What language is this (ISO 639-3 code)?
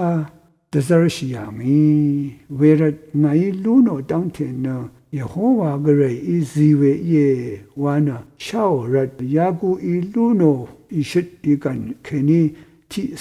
raw